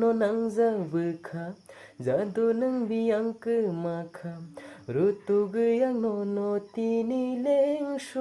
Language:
Kok Borok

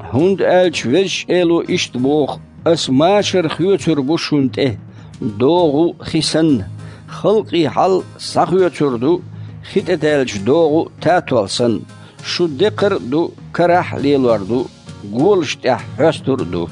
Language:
Chechen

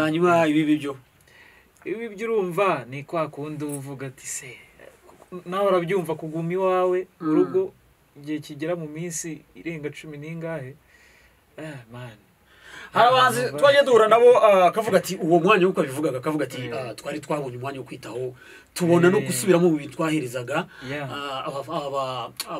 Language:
Kinyarwanda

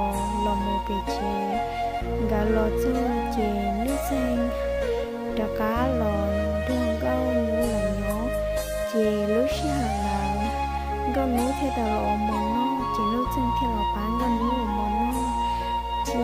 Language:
Hmong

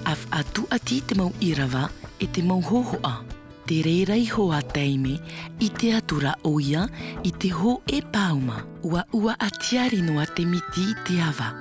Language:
Tahitian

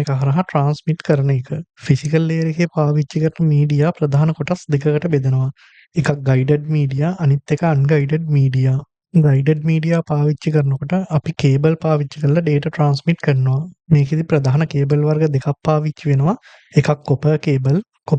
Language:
Sinhala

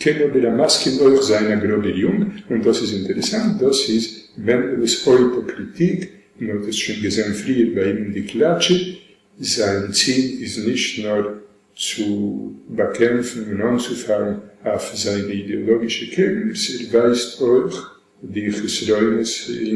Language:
Yiddish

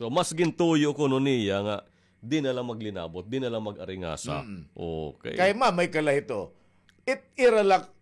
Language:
Waray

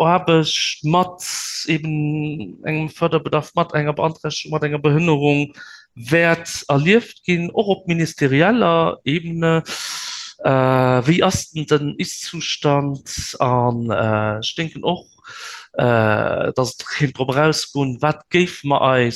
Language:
Luxembourgish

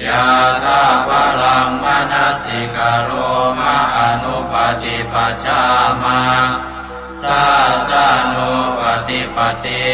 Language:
Pali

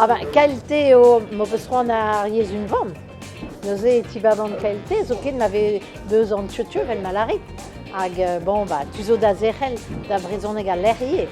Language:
Breton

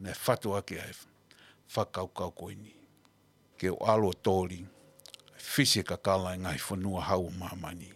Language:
Tongan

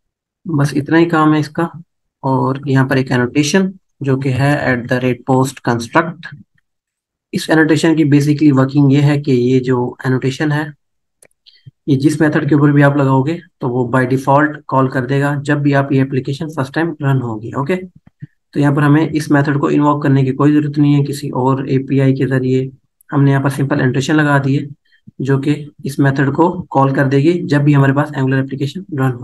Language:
Hindi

